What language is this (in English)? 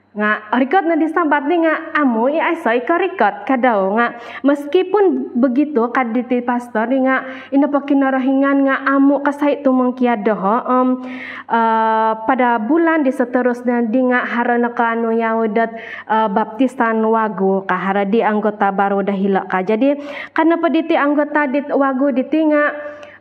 Central Dusun